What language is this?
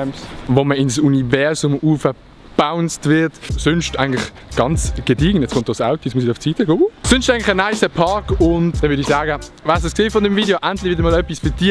Swiss German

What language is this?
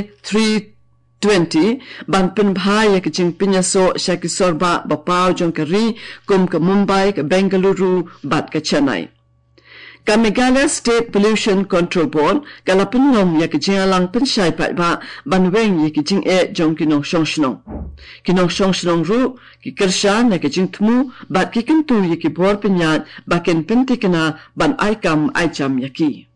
Khasi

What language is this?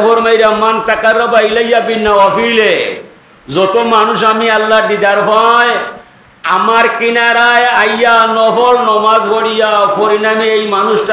Sylheti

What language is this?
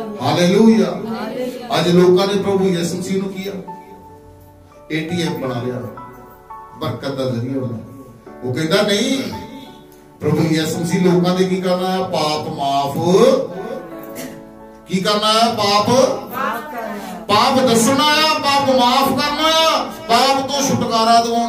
Punjabi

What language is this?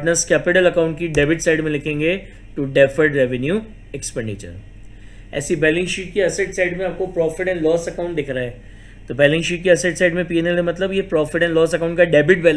Hindi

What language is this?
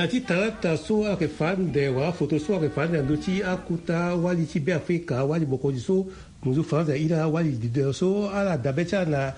Sango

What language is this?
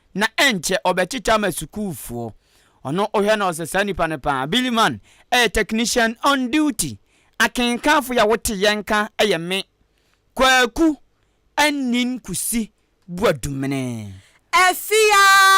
Akan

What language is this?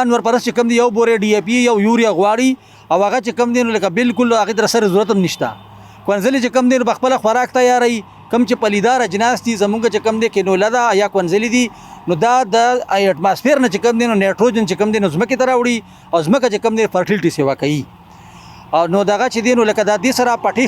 Pashto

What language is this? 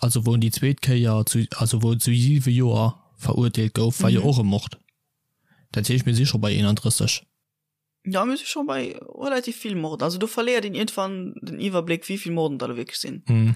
Luxembourgish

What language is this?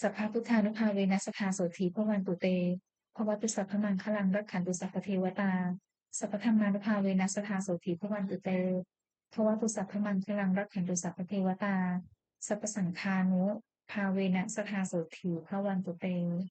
Pali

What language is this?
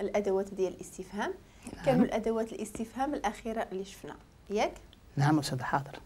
Moroccan Arabic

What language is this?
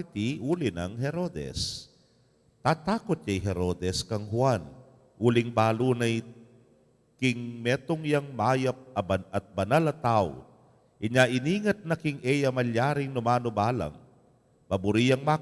Pampanga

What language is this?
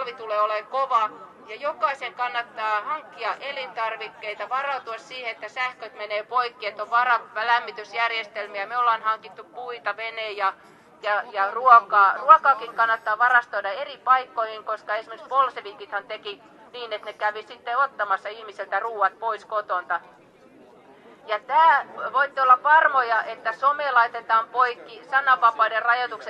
Finnish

